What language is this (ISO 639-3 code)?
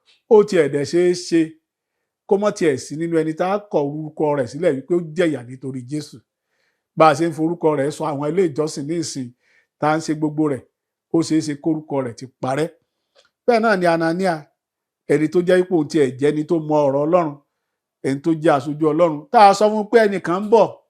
yor